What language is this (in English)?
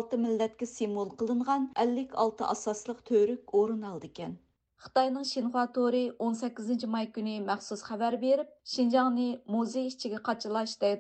Uyghur